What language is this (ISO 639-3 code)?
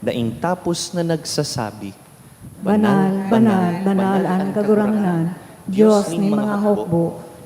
bik